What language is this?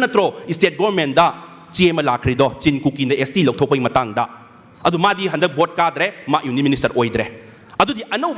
Manipuri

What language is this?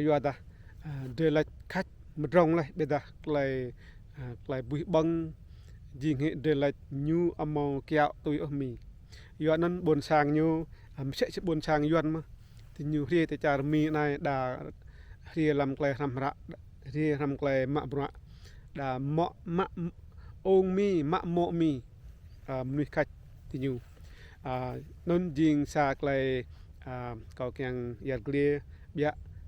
Rade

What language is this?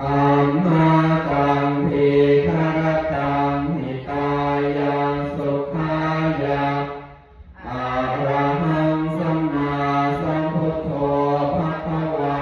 Pali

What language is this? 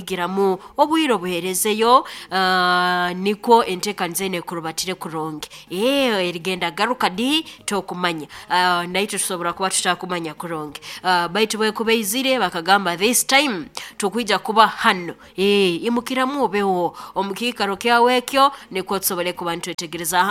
Nyoro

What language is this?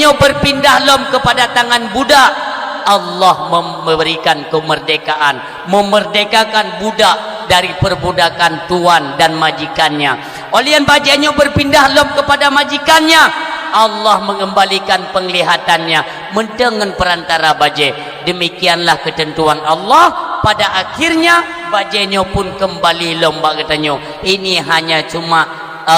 Achinese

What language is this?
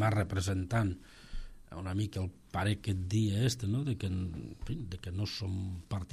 Catalan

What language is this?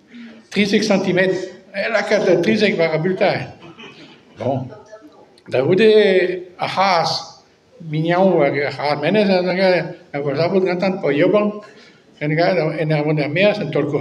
Breton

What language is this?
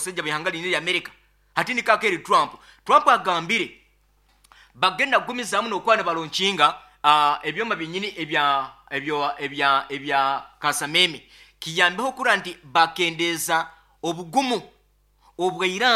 Nyankole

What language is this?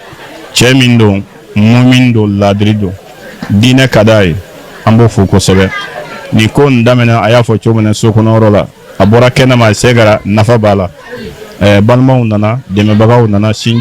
Bambara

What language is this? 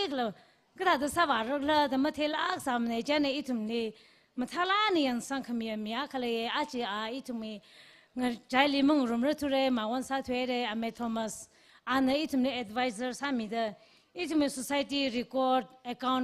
Tangkhul Naga (India)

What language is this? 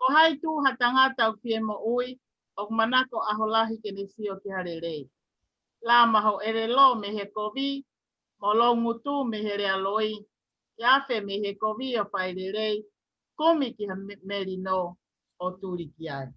Tongan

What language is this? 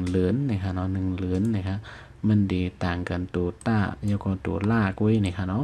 Shan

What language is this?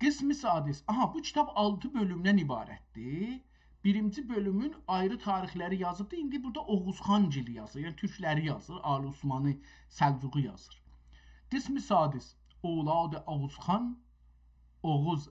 South Azerbaijani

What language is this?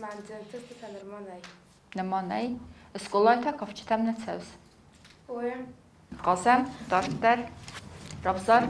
Ossetic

